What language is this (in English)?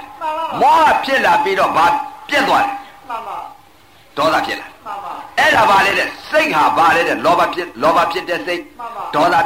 Burmese